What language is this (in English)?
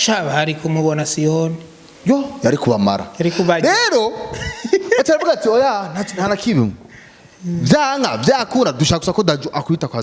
Rundi